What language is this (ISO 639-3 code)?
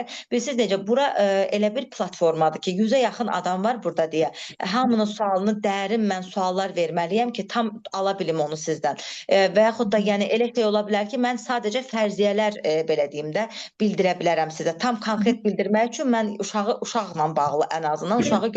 aze